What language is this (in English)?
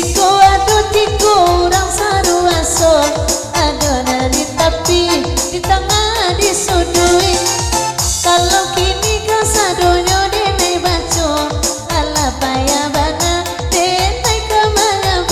Minangkabau